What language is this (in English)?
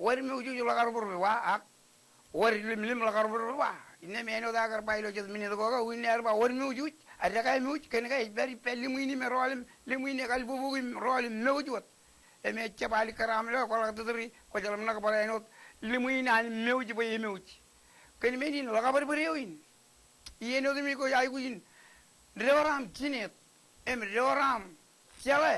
Marshallese